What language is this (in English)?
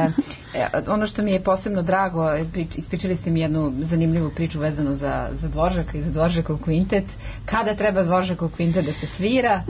Serbian